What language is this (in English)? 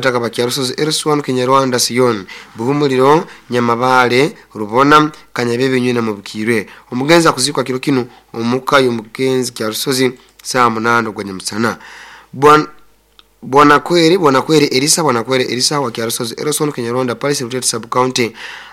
Nyoro